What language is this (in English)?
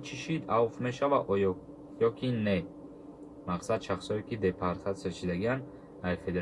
Tajik